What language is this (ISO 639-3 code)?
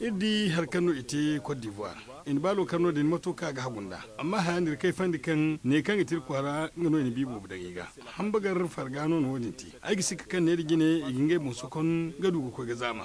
dje